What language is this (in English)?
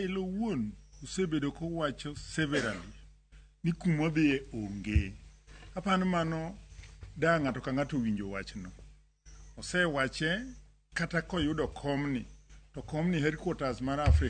Luo (Kenya and Tanzania)